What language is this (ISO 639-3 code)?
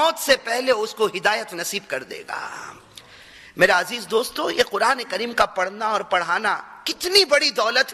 urd